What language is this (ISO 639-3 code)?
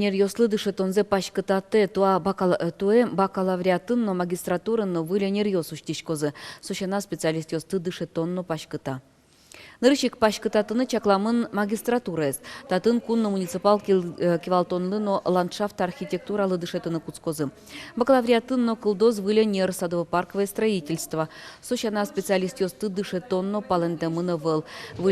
udm